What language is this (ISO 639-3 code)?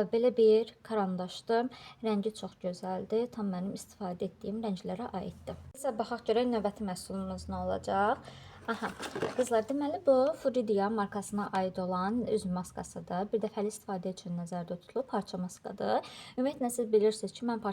aze